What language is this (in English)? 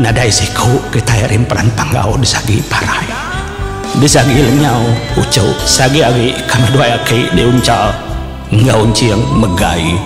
Iban